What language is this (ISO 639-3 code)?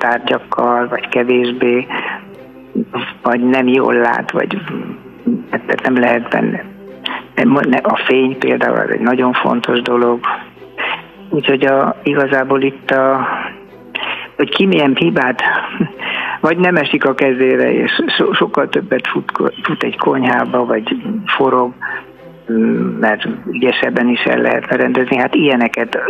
hun